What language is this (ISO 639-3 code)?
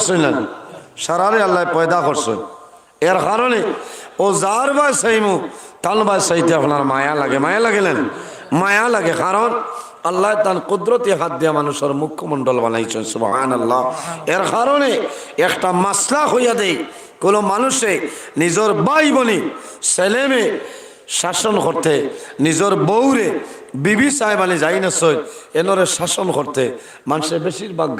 syl